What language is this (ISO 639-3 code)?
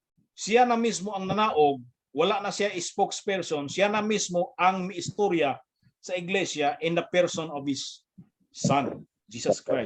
ceb